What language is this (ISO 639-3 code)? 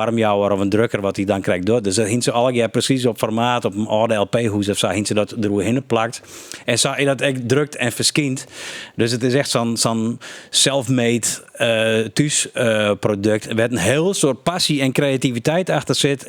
fry